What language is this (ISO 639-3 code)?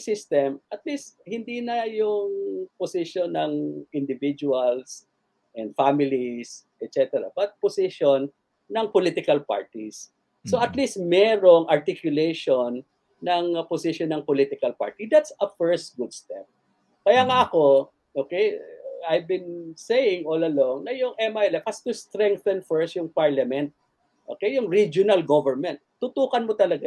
fil